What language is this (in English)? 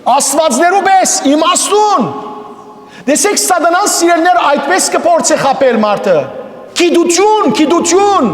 Western Armenian